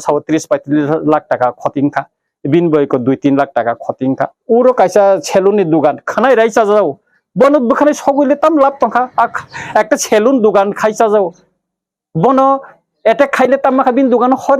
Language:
Kok Borok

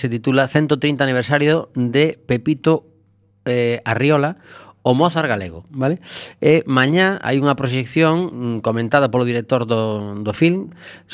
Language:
Galician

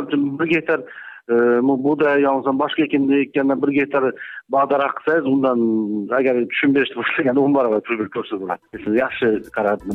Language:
Kyrgyz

